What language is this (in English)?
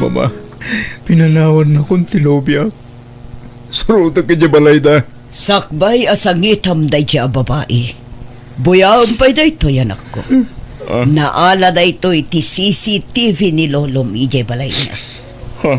Iloko